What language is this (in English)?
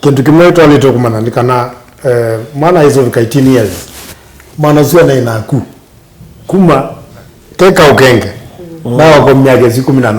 Kamba